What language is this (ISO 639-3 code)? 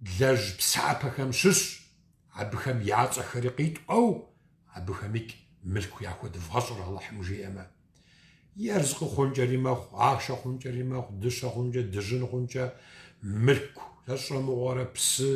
kbd